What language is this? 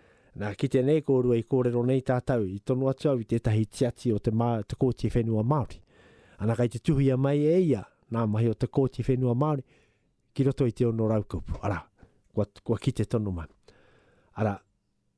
Māori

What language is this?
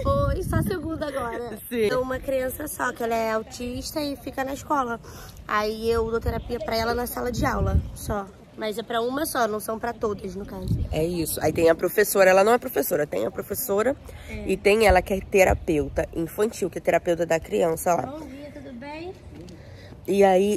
Portuguese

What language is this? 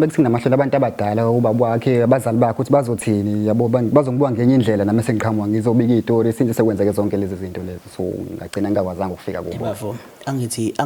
Zulu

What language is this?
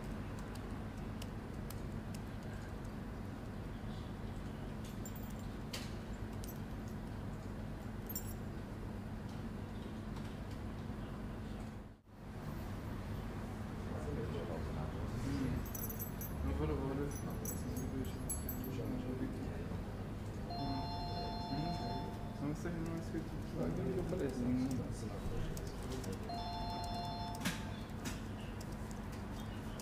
Swedish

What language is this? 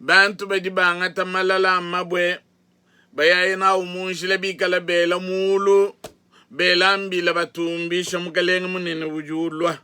Luba-Lulua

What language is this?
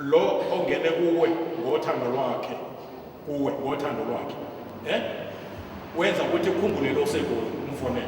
Zulu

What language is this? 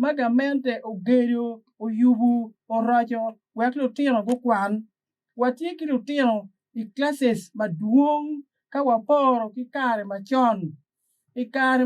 Acoli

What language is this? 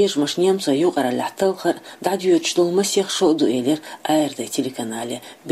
Chechen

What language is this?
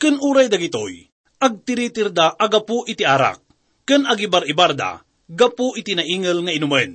Iloko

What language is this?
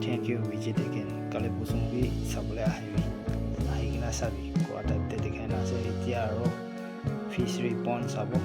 Naga Pidgin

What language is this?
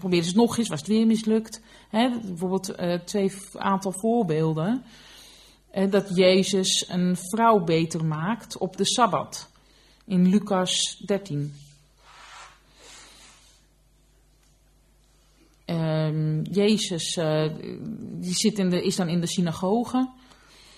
Dutch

